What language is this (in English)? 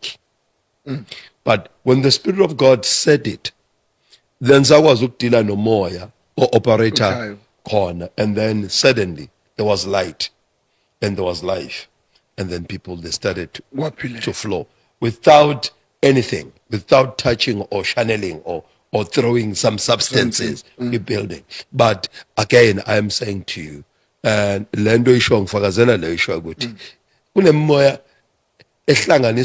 Zulu